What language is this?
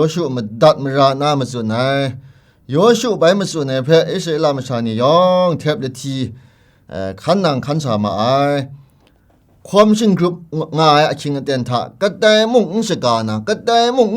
Kachin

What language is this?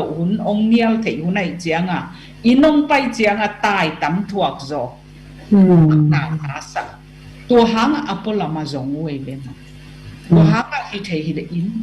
Tedim Chin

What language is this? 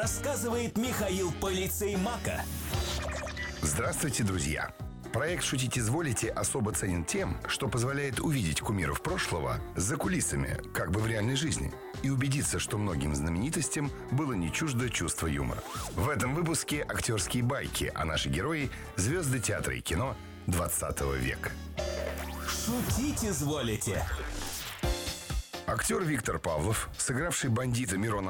Russian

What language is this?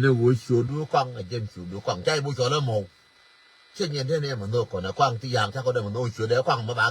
Nuer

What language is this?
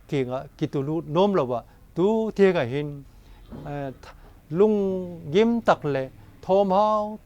Vaiphei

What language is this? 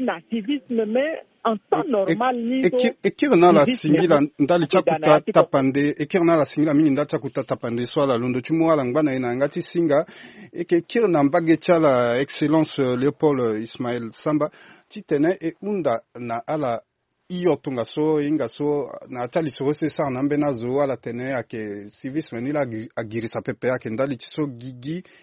Sango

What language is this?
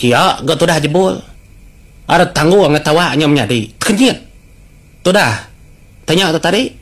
Iban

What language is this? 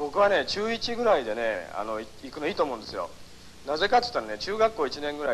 Japanese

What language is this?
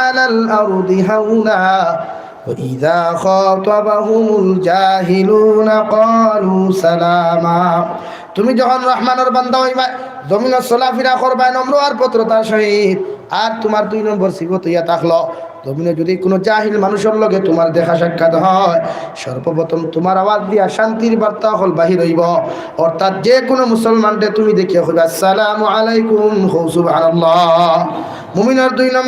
Sylheti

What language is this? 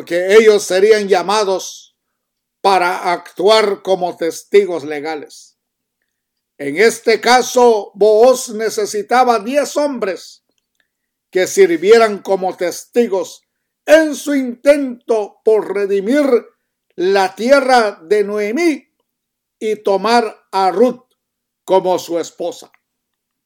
Spanish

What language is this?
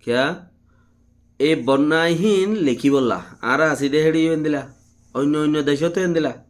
Rohingya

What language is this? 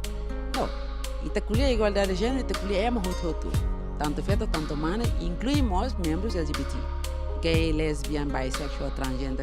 Tetum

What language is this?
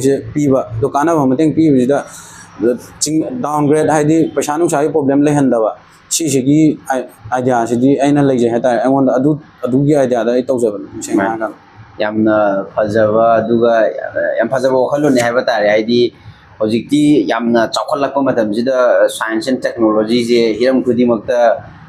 Manipuri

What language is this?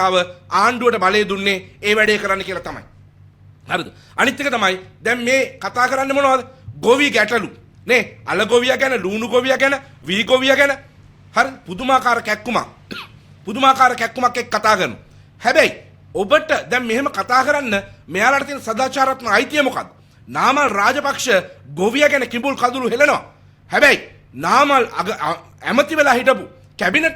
Sinhala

